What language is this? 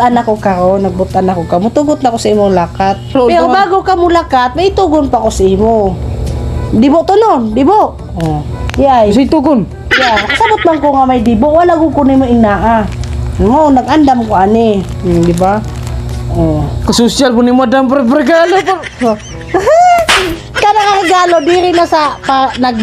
Cebuano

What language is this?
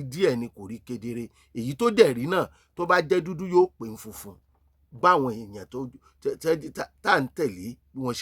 Yoruba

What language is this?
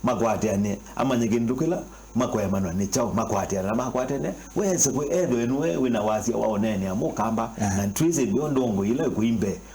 Kamba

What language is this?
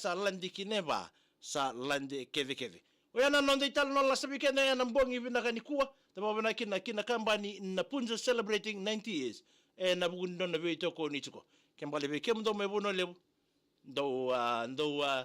Fijian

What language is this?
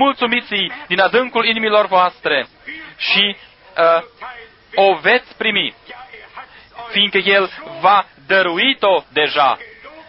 Romanian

